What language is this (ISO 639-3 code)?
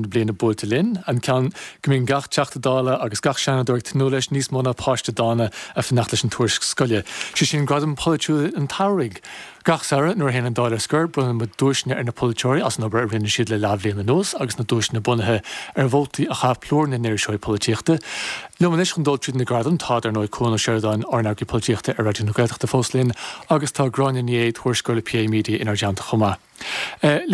gle